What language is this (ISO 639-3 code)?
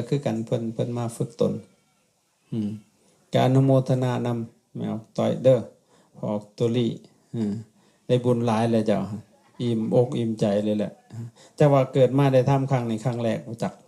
lao